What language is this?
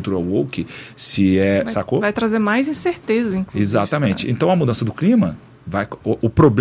Portuguese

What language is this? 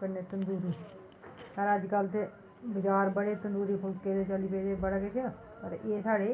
Dogri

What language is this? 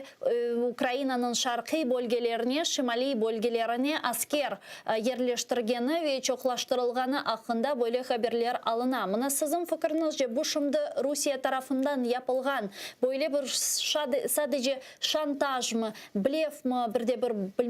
Crimean Tatar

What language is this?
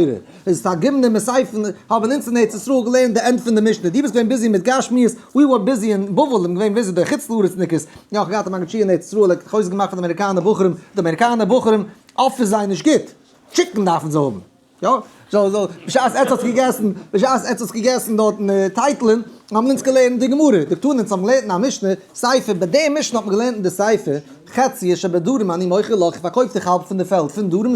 Yiddish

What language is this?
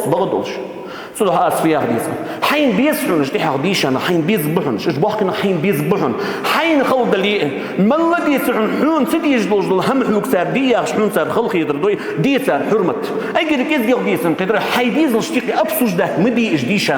Ingush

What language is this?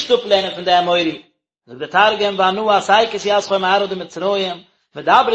Yiddish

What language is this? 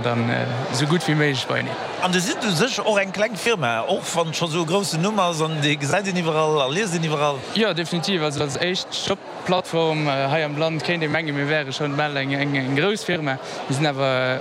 Luxembourgish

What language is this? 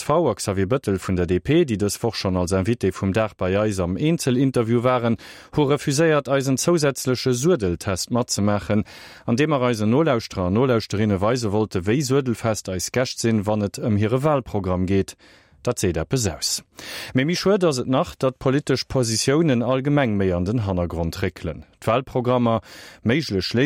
Luxembourgish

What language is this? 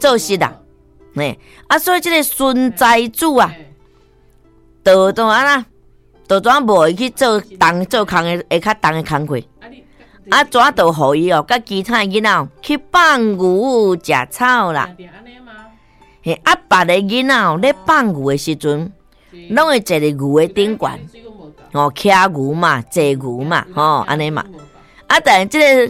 Min Nan Chinese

